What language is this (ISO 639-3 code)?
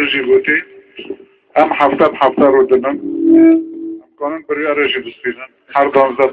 kur